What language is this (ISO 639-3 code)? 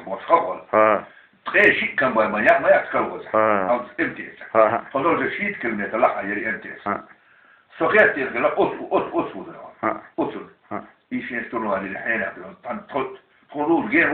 che